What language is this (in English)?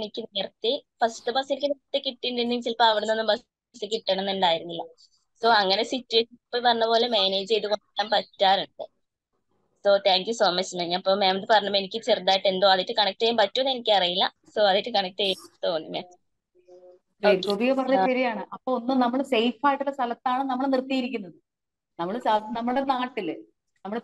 Malayalam